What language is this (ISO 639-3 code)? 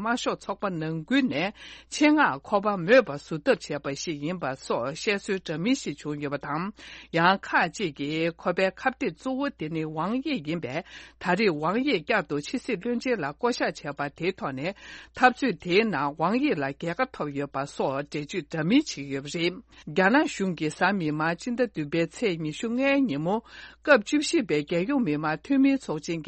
bod